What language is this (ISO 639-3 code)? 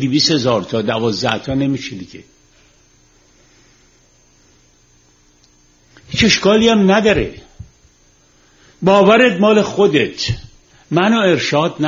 fas